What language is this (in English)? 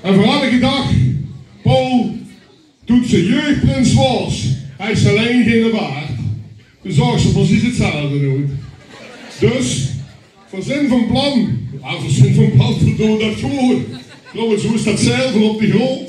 Limburgish